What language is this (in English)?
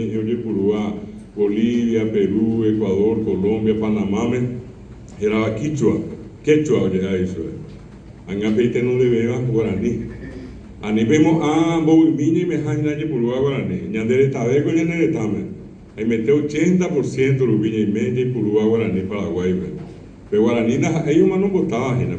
Guarani